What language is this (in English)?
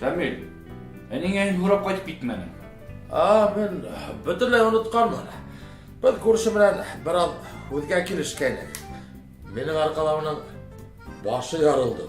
Bashkir